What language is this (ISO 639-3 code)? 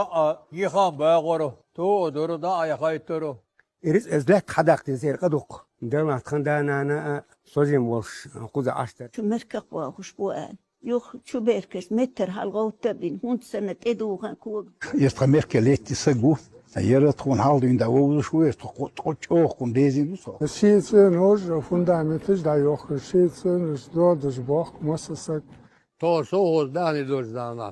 che